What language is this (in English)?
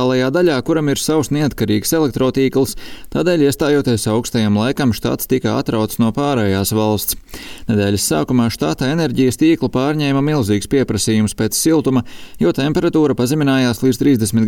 Latvian